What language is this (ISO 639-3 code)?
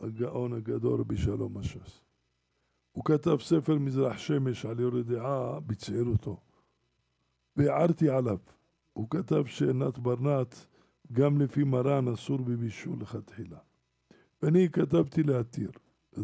heb